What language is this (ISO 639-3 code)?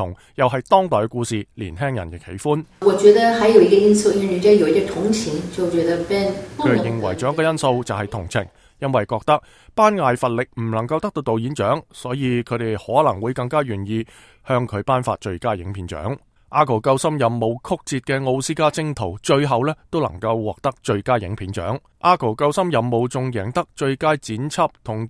yue